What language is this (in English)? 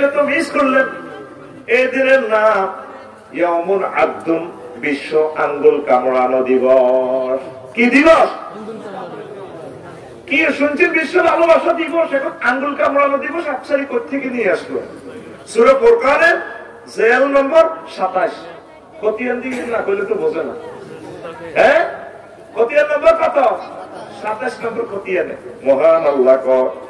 Bangla